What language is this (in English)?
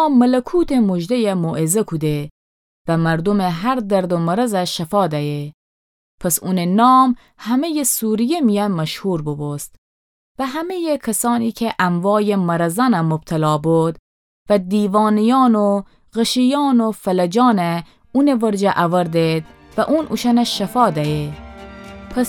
Gilaki